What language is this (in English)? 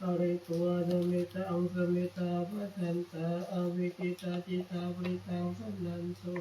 Pali